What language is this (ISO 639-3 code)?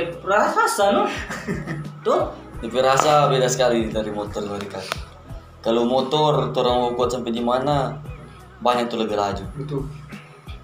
xmm